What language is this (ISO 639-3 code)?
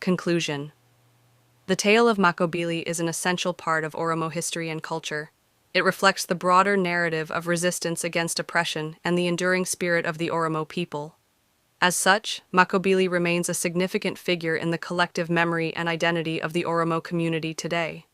eng